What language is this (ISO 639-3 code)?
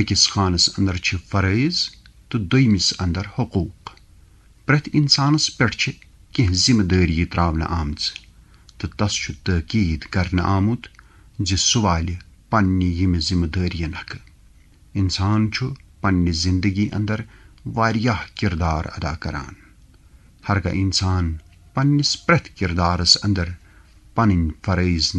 kas